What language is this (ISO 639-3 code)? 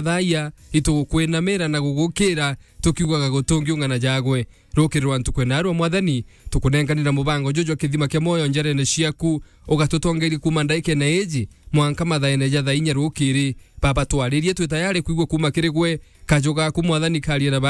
mer